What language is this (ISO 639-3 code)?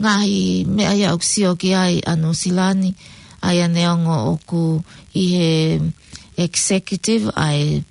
ton